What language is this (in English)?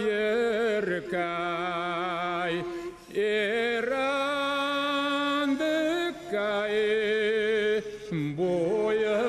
Bashkir